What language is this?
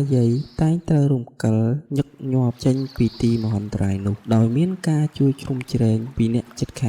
Khmer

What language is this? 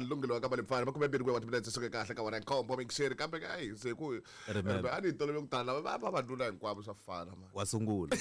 Tsonga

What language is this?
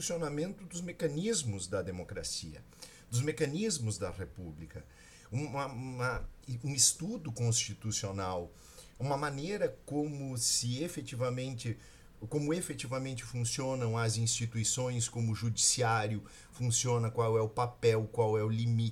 Portuguese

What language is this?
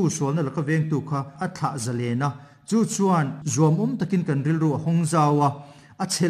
Mizo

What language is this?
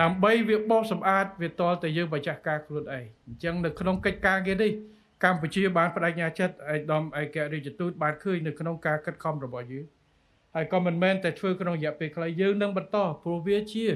Khmer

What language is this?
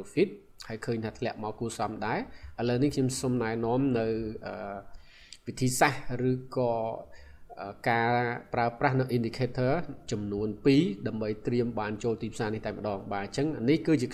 Khmer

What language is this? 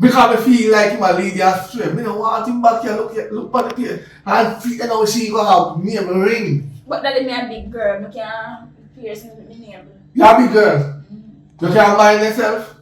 Jamaican Creole English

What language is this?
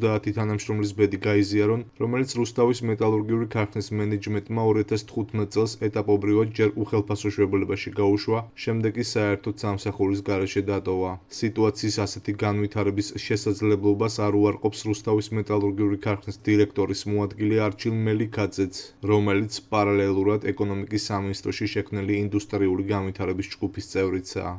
Georgian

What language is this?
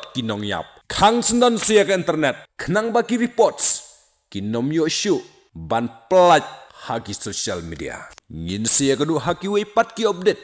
Khasi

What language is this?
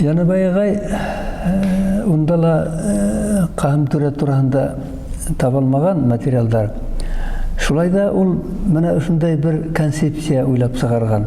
Bashkir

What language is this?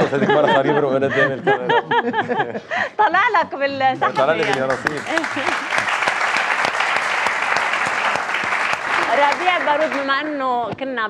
North Levantine Arabic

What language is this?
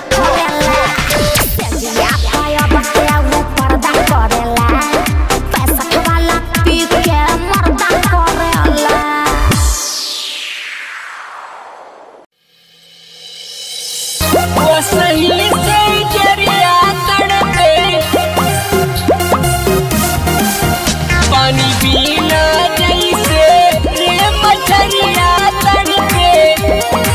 Bhojpuri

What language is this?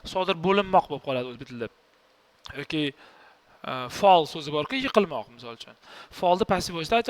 Uzbek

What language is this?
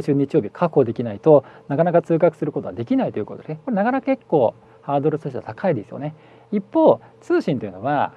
Japanese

